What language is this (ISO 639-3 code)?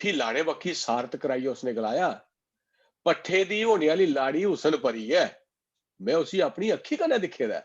doi